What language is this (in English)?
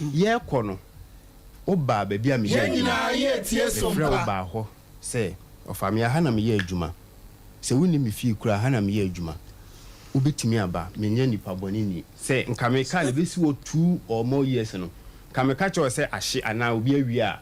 Akan